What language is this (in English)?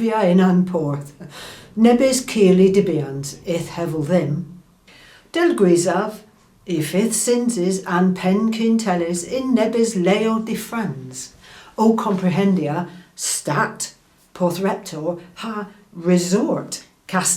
Cornish